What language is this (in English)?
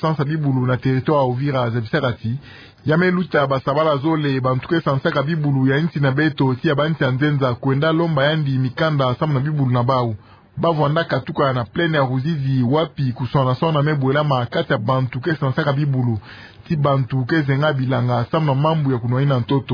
Kituba (Democratic Republic of Congo)